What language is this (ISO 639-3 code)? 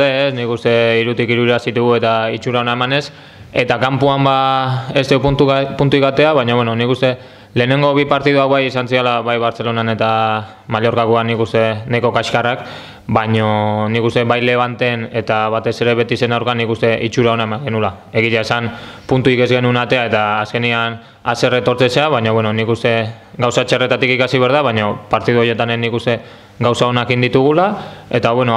eus